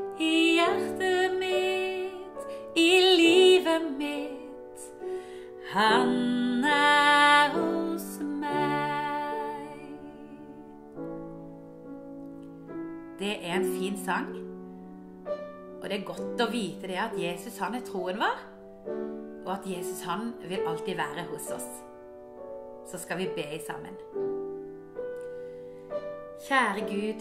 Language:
Norwegian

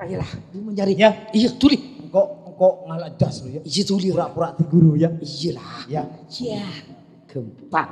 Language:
Madurese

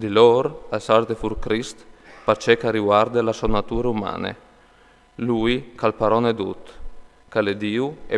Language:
Friulian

